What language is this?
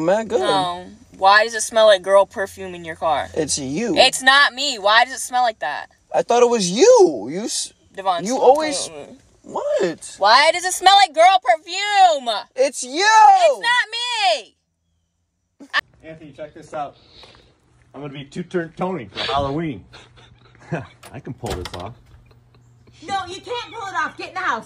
English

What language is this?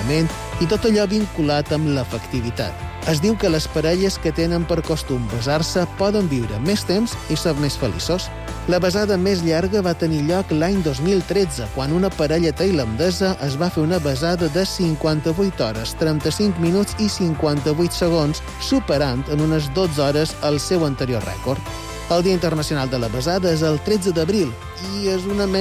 Catalan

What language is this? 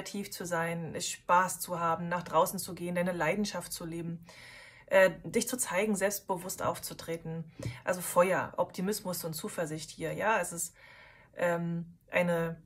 German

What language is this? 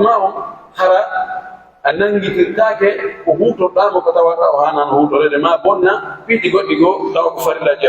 Pular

